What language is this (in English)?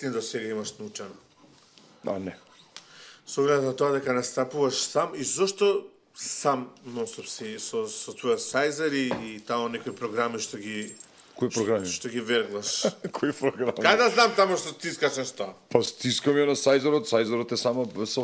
Macedonian